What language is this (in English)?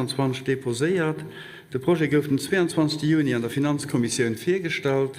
Luxembourgish